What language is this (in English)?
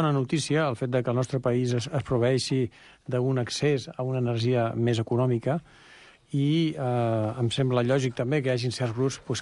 Catalan